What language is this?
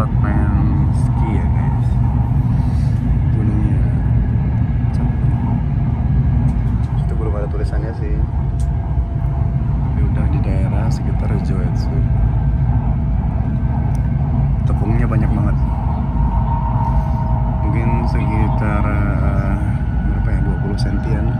Indonesian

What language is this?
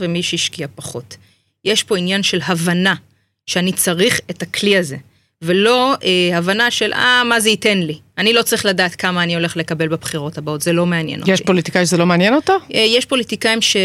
Hebrew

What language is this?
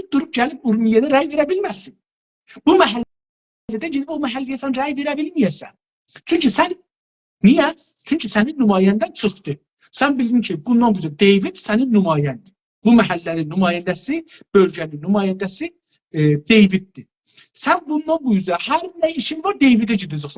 South Azerbaijani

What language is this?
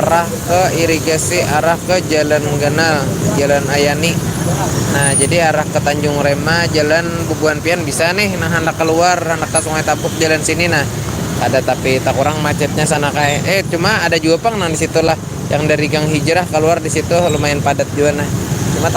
Banjar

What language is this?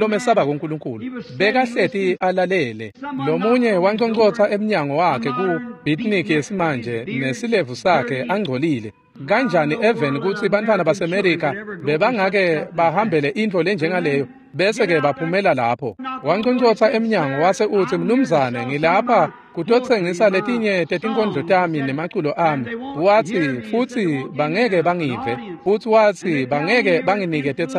Swati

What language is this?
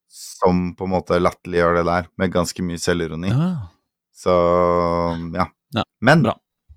Norwegian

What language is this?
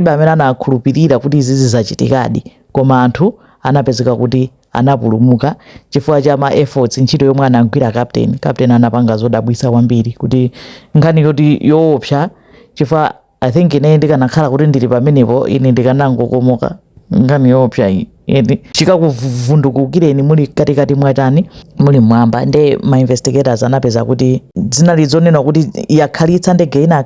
Nyanja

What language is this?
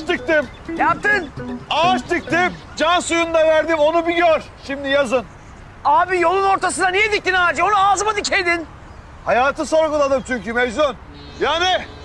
Turkish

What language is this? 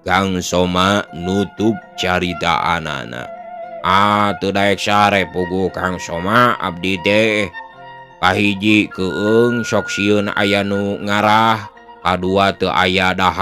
Sundanese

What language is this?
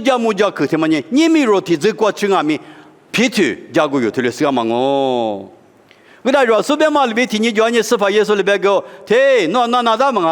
Lisu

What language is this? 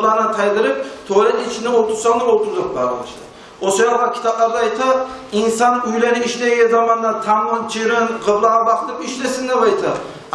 Kumyk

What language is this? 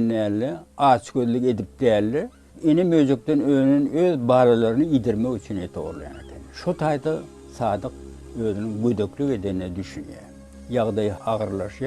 Turkmen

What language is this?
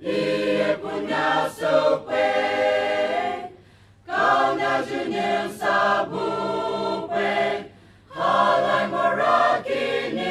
Poumei Naga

